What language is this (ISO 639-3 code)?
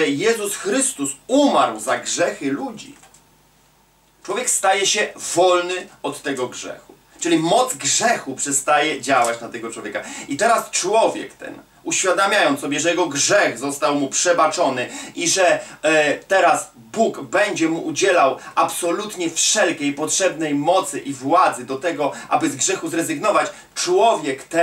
pol